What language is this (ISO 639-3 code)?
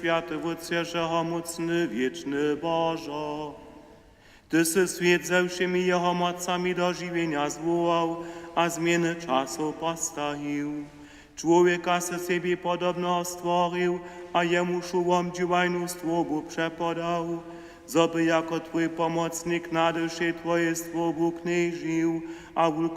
hsb